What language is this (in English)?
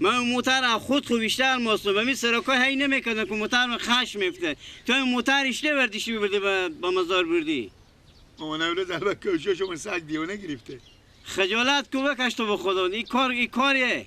Persian